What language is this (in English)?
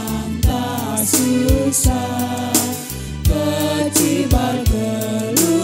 Batak Karo